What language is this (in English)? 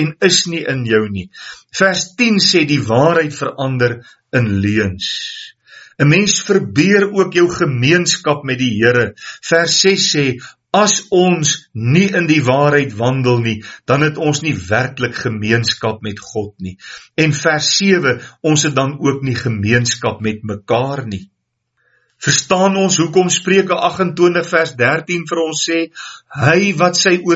Afrikaans